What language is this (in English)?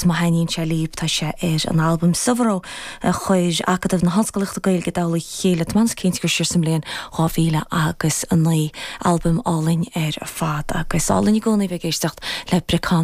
Irish